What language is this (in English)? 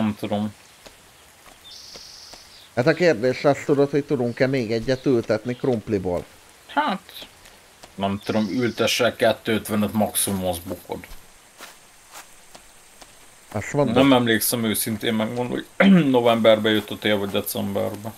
Hungarian